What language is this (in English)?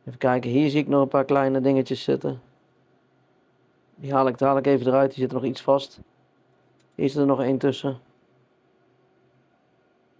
Dutch